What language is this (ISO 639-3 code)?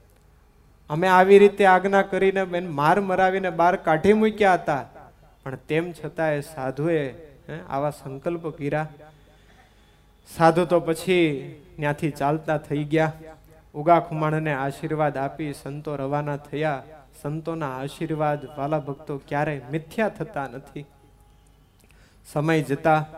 guj